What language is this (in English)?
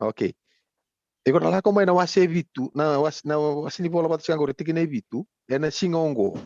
Fijian